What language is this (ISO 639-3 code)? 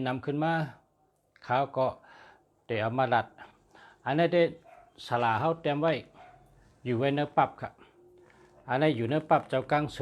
shn